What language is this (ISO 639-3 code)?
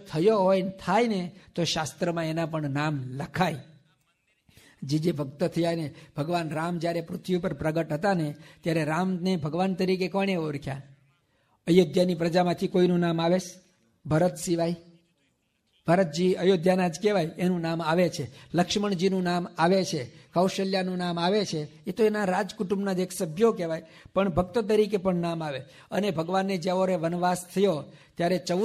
guj